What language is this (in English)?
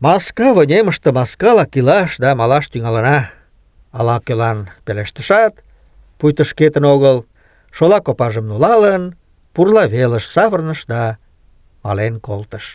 Mari